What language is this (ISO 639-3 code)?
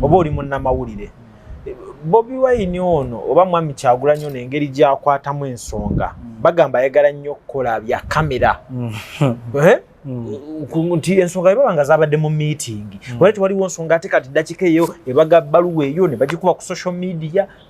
lug